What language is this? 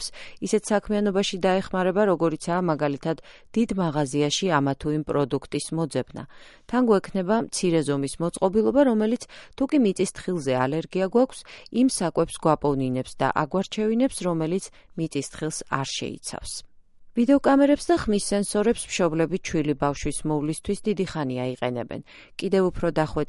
Georgian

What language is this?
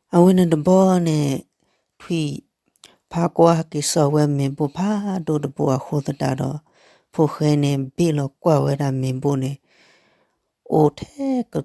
S'gaw Karen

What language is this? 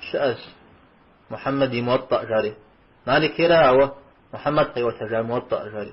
Kabardian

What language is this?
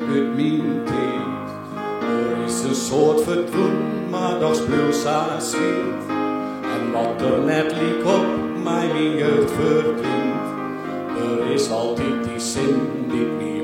Western Frisian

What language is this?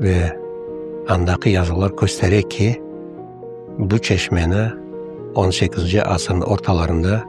Crimean Tatar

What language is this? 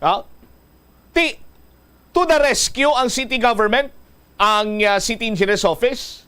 Hiligaynon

